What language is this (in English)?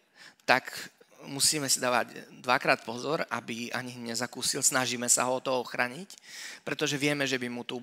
Slovak